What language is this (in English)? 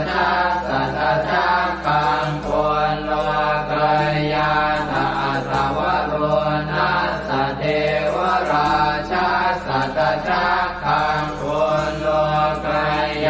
Pali